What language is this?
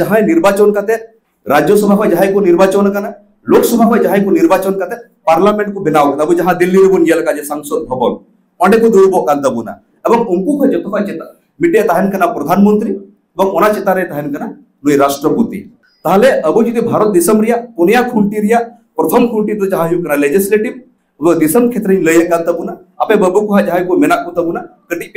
Santali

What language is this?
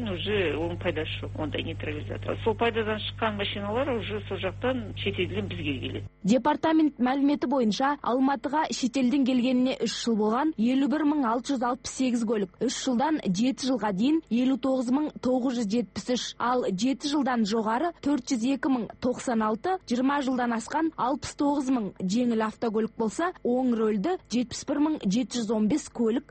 Kazakh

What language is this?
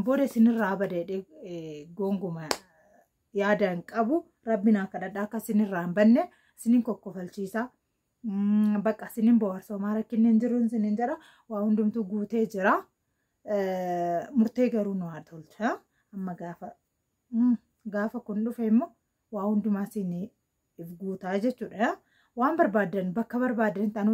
Oromo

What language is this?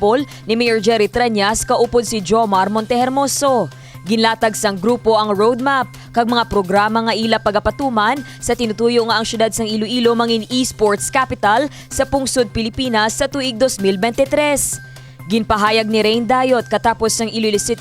Hiligaynon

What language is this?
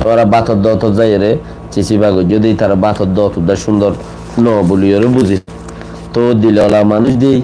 Rohingya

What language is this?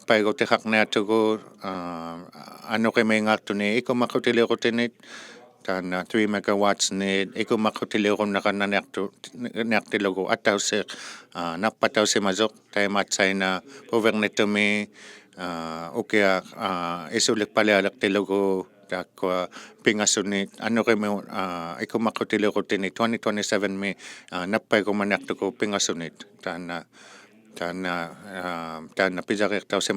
Inuktitut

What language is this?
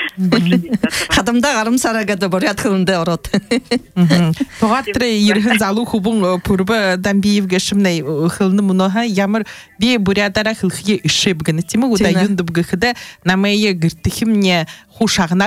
Buriat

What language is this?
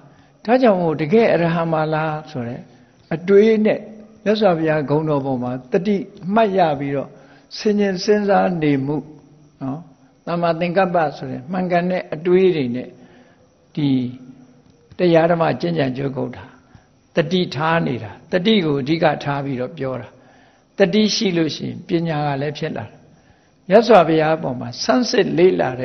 Burmese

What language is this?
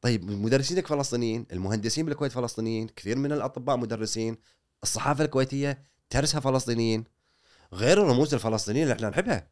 Gulf Arabic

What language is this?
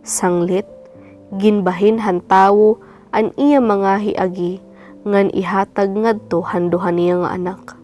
Waray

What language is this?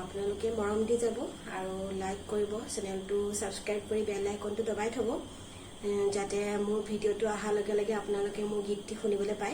Assamese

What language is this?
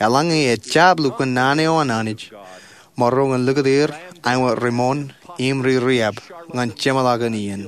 Marshallese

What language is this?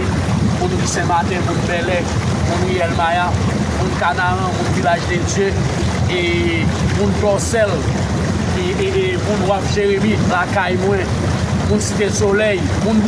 Haitian Creole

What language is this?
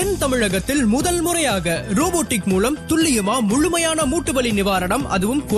Tamil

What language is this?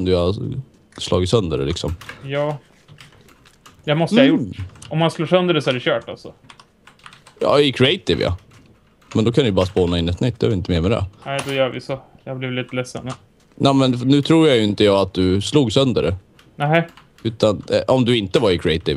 Swedish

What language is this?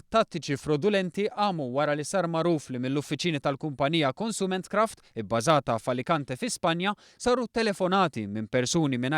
Maltese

